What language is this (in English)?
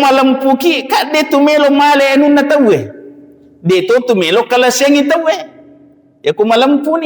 Buginese